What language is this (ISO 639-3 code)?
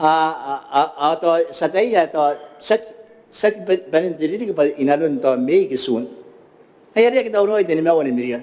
gil